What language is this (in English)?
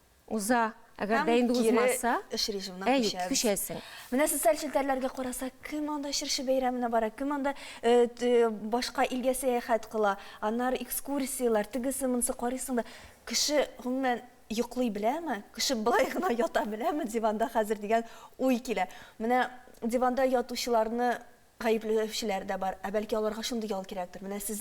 Tatar